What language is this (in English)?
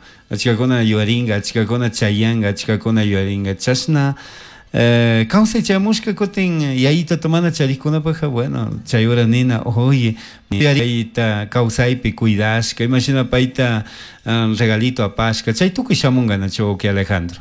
Chimborazo Highland Quichua